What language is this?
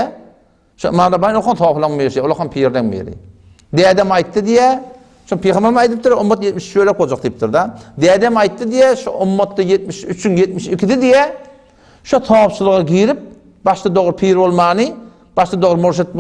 Turkmen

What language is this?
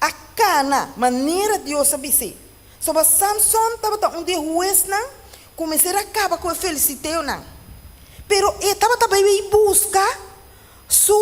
Papiamento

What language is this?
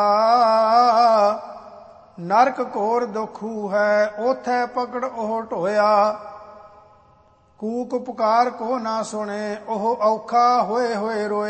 Punjabi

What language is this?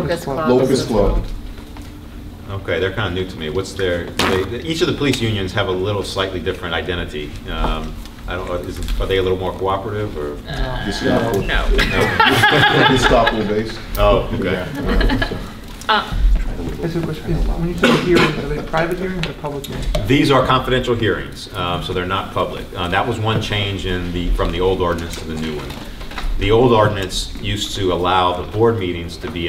English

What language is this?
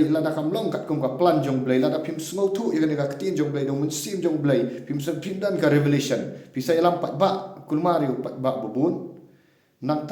Khasi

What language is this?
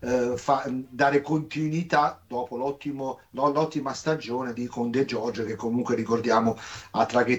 Italian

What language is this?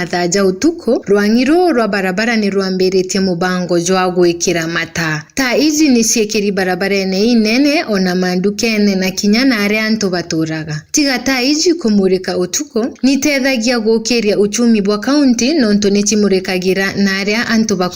Meru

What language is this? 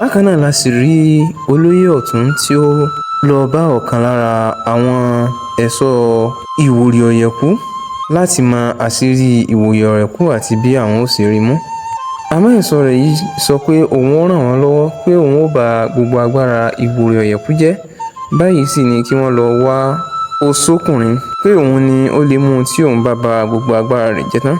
Yoruba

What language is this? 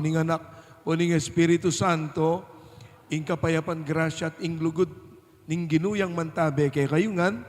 Pampanga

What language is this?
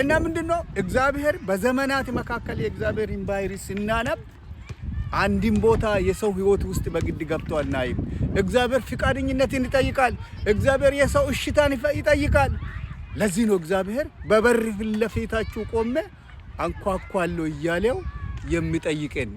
Amharic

